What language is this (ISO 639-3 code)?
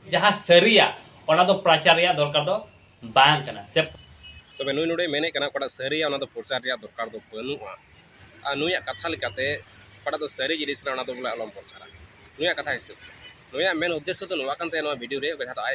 sat